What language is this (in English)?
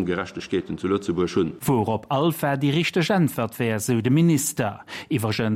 Luxembourgish